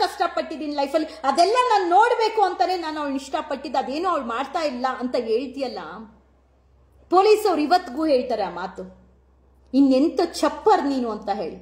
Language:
Kannada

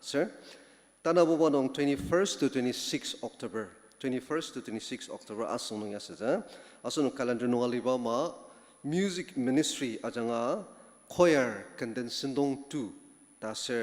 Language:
Ao Naga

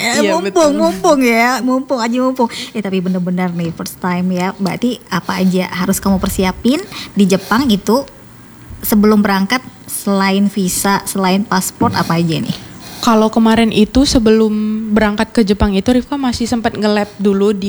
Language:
Indonesian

